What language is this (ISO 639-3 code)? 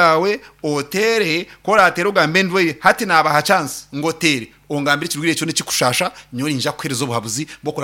nyn